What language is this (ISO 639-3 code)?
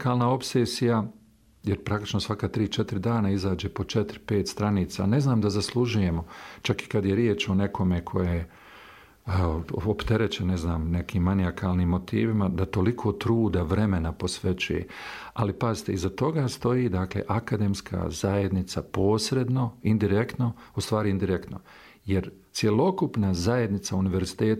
bos